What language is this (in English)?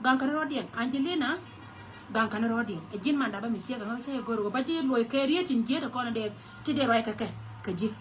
Nuer